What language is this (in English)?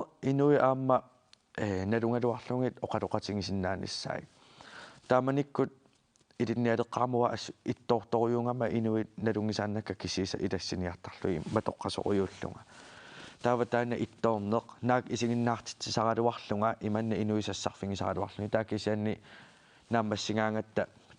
Kalaallisut